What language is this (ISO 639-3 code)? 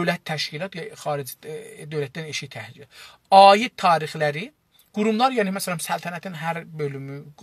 azb